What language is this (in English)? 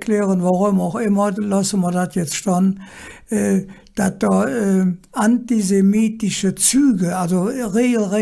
Colognian